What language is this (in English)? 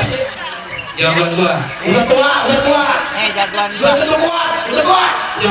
Betawi